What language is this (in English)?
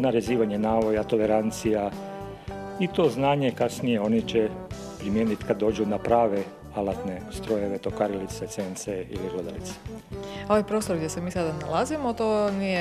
Croatian